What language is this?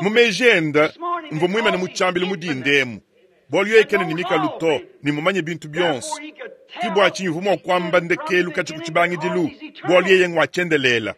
Luba-Lulua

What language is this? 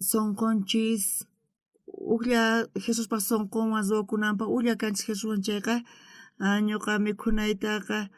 South Bolivian Quechua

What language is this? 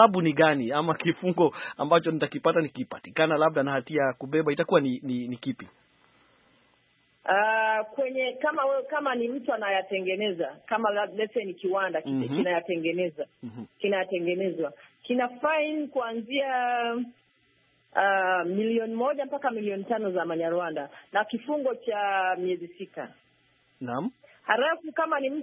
Swahili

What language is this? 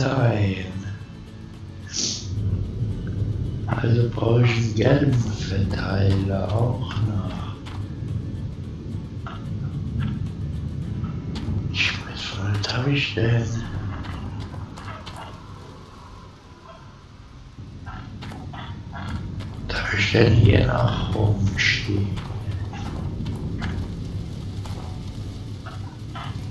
German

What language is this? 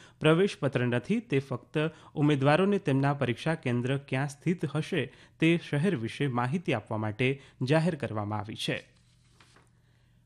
Gujarati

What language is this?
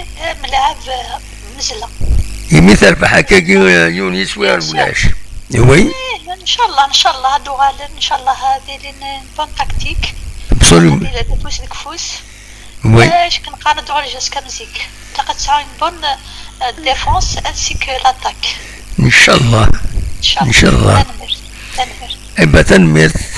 Kabyle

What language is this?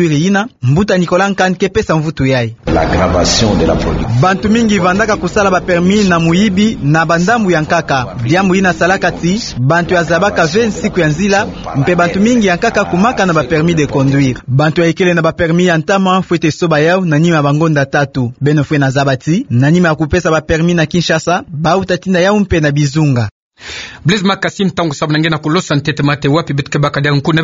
Kituba (Democratic Republic of Congo)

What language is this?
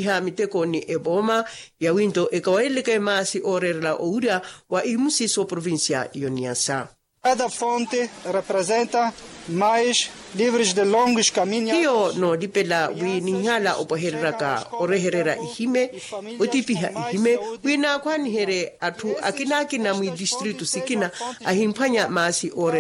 Makhuwa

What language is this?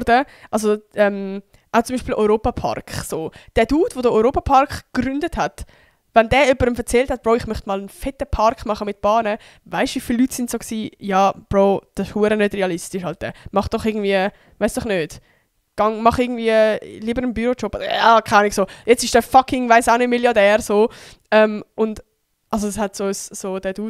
Swiss German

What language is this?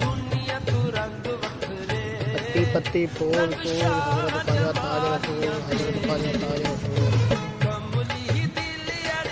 Saraiki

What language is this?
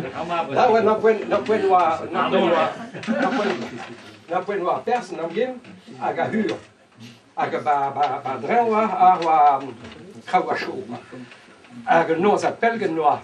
Breton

